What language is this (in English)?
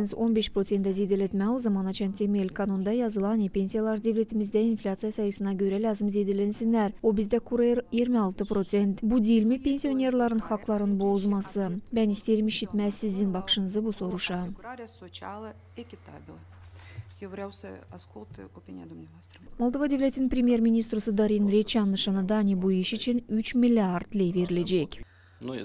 Gagauz